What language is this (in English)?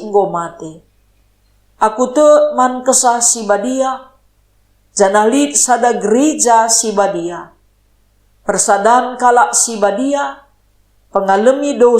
Batak Karo